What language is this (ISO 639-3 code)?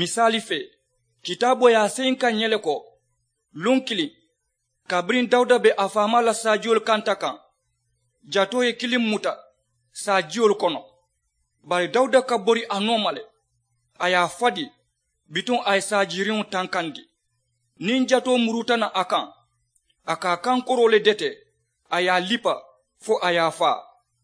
man